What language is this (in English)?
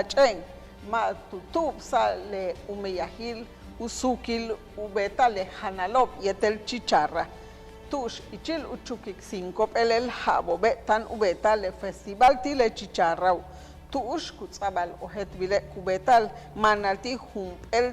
Yucateco